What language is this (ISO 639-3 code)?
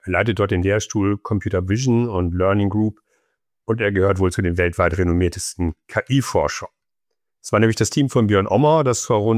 deu